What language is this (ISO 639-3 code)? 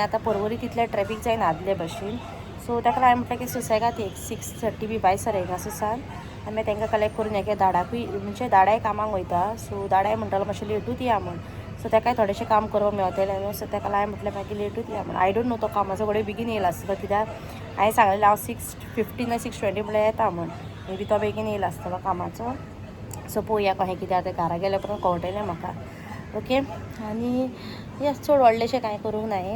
kok